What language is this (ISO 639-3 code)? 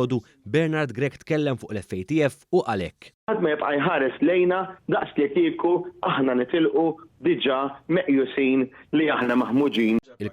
mlt